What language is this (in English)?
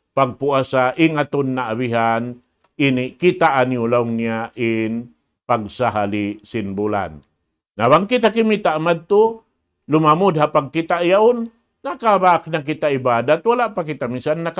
Tausug